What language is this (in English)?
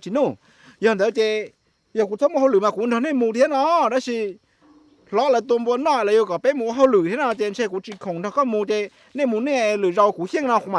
Hmong